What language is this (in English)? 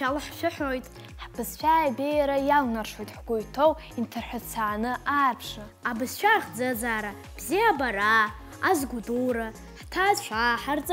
Abkhazian